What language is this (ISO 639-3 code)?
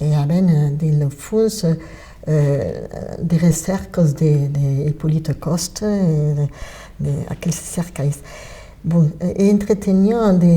oci